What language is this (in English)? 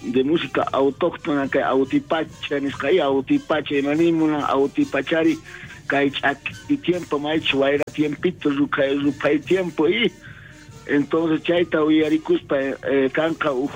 South Bolivian Quechua